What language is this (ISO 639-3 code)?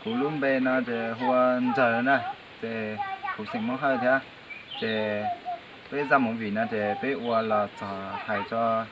hmn